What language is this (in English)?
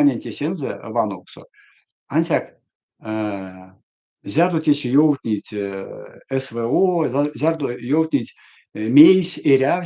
Erzya